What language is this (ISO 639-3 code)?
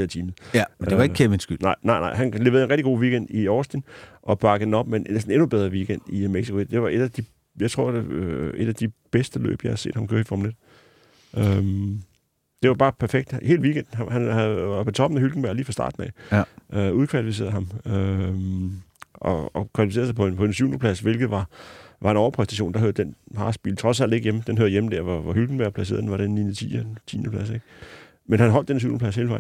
dan